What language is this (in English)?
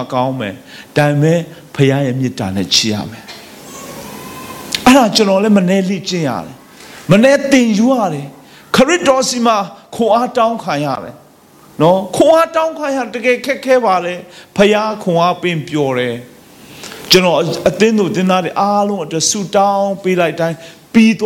Burmese